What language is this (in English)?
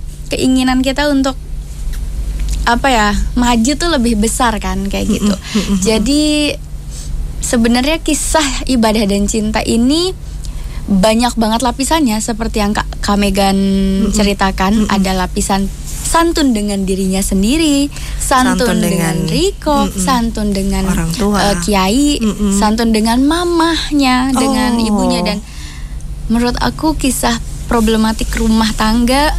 Indonesian